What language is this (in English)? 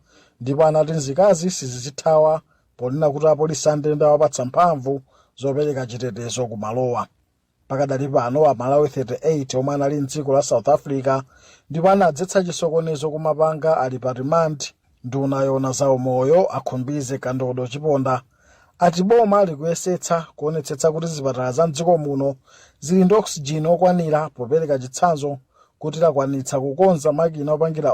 Nyanja